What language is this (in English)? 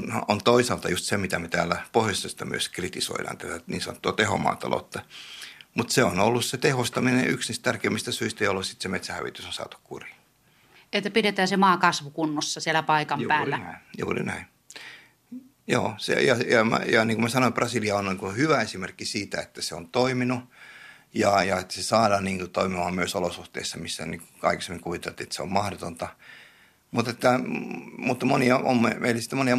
Finnish